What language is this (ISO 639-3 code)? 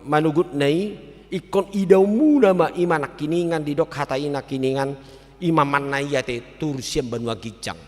bbc